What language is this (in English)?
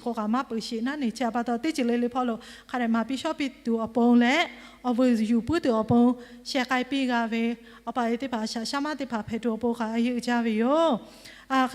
Lahu